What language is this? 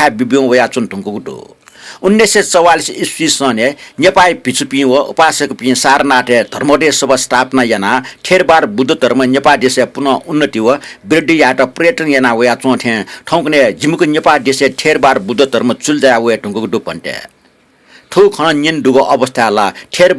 Newari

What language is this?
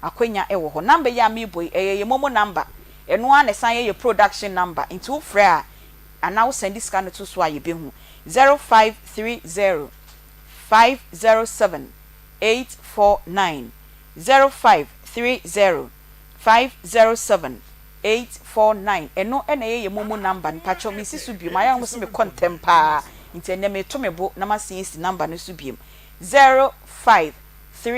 Akan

